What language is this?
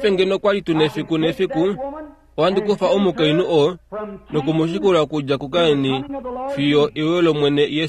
Kuanyama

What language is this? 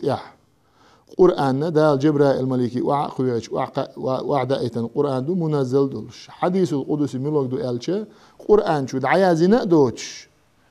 Chechen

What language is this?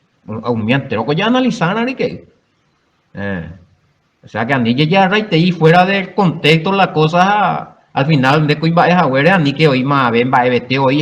Guarani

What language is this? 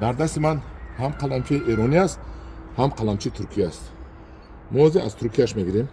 Tajik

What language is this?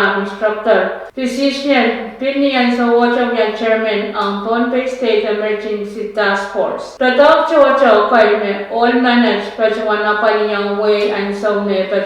Pohnpeian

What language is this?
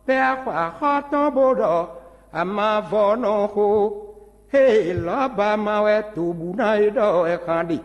Fon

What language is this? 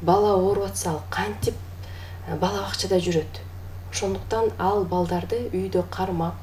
Kyrgyz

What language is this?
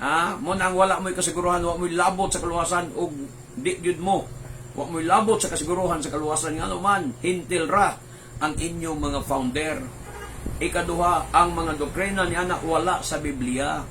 Cebuano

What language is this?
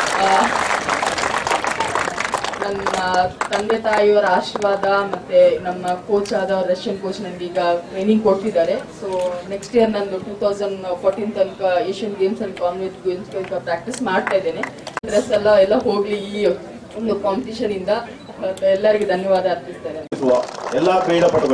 Kannada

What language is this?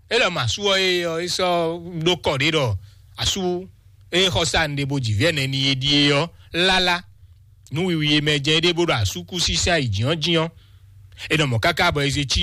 Fon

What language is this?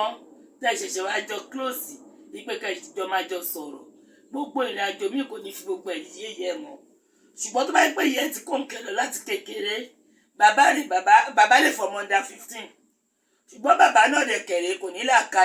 Yoruba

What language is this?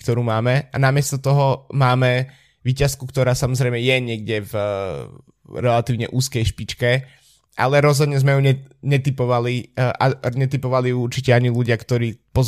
Slovak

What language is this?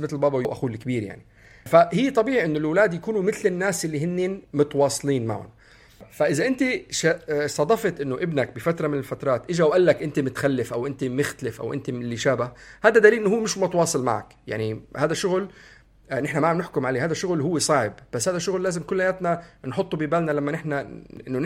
North Levantine Arabic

